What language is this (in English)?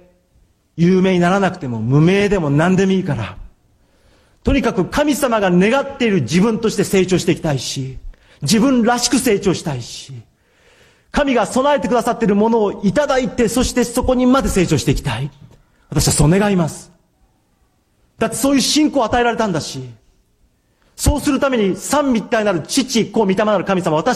Japanese